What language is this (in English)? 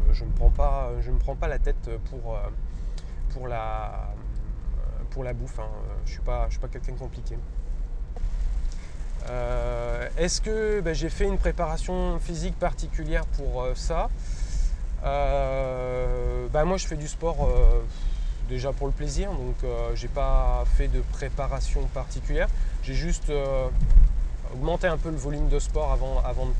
French